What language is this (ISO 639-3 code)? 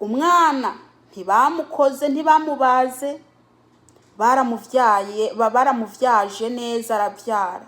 run